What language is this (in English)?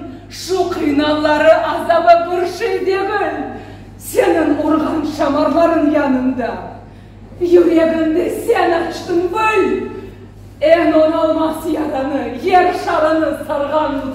Crimean Tatar